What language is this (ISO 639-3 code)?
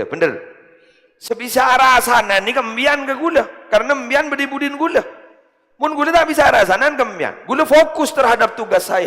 mad